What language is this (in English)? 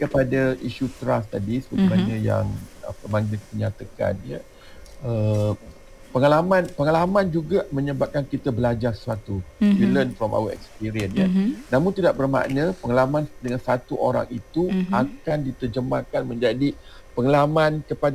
Malay